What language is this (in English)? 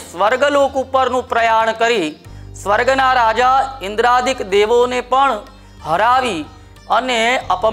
Gujarati